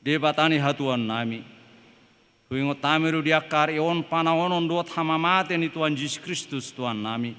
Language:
Batak Toba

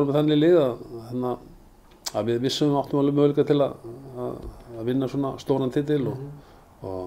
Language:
Icelandic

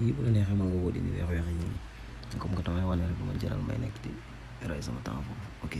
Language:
Wolof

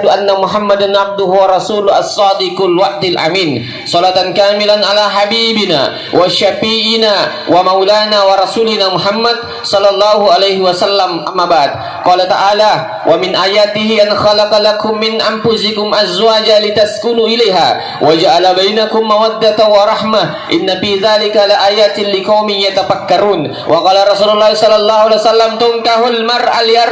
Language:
Buginese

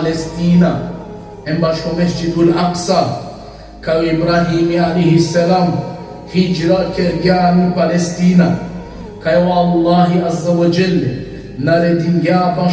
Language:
Balkan Romani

